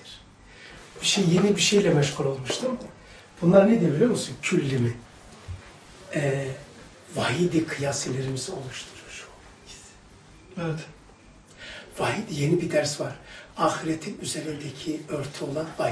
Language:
Turkish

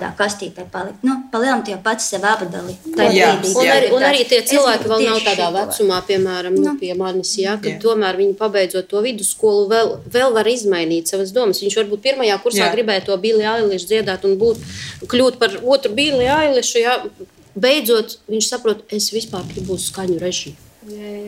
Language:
Latvian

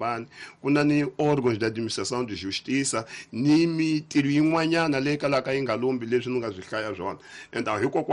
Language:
Tsonga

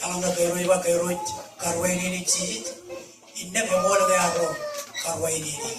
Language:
Marshallese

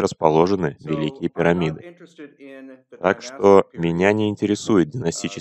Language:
Russian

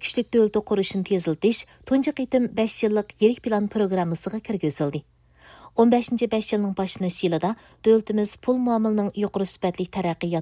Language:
Uyghur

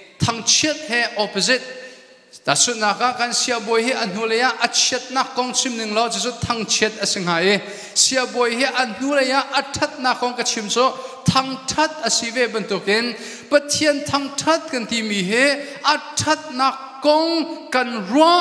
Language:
Hakha Chin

